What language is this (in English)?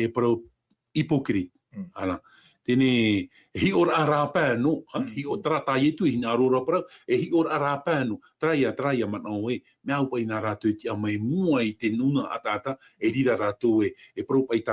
Tahitian